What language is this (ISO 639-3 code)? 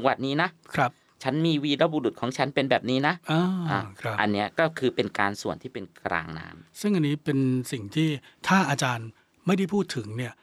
tha